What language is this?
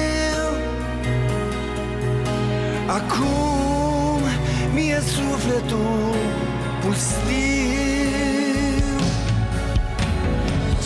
Romanian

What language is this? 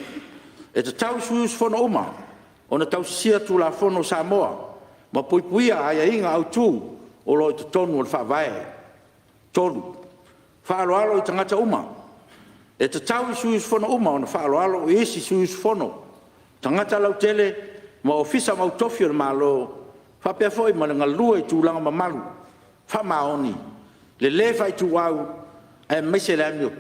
Samoan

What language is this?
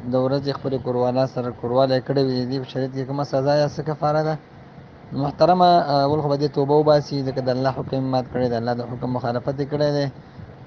Pashto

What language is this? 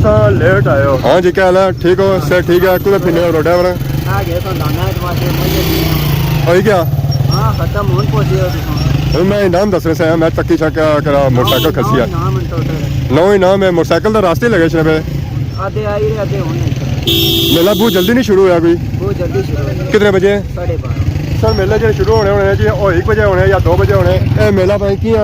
Pahari-Potwari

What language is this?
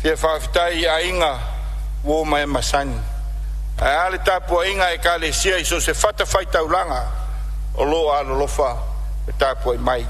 Samoan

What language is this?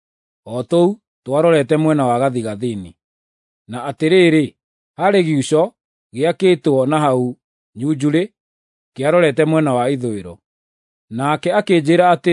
Kikuyu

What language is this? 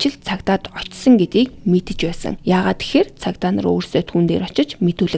Mongolian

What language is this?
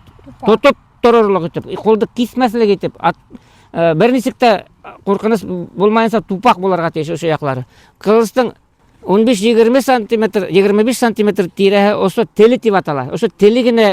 Bashkir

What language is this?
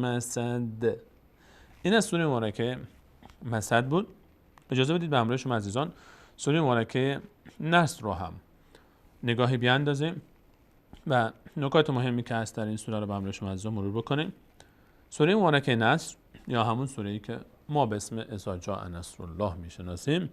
Persian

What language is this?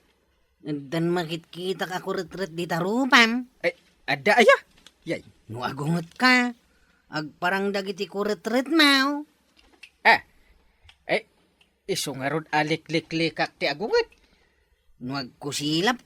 Iloko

